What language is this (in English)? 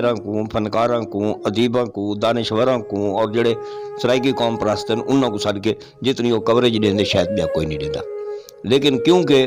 Saraiki